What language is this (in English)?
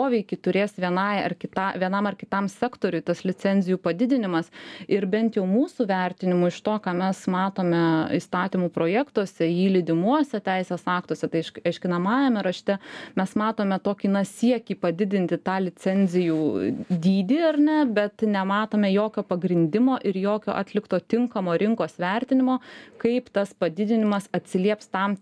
Lithuanian